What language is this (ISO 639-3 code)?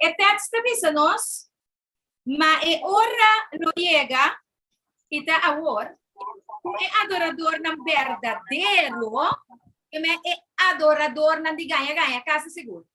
pap